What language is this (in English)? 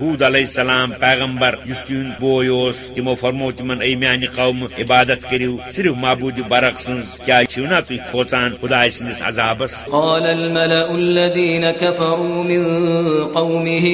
Kashmiri